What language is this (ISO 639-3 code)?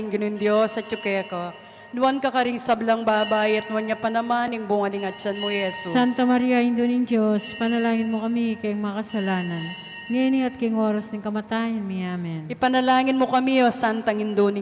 pam